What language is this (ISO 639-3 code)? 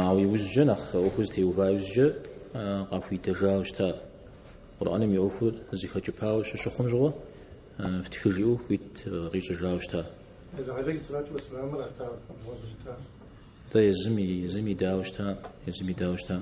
kbd